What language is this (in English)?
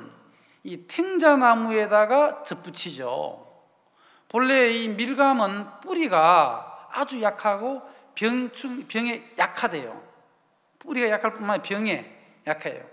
Korean